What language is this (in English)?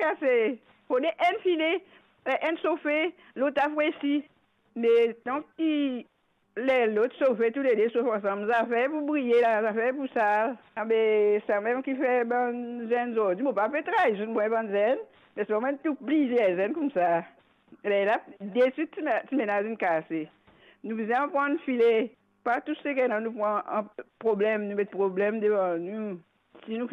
Morisyen